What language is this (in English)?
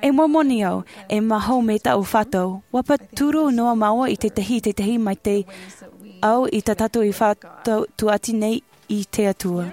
Tahitian